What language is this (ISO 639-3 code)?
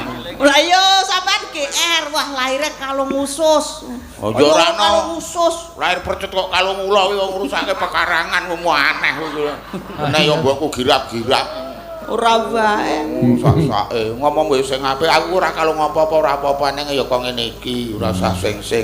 jav